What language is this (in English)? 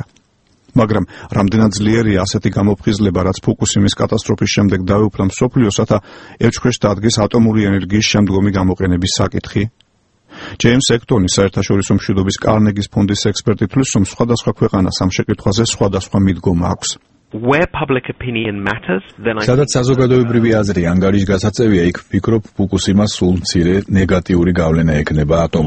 Georgian